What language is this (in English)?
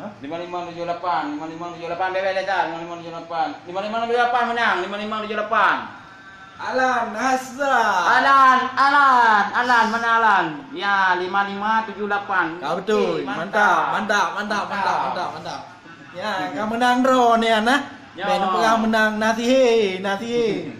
Achinese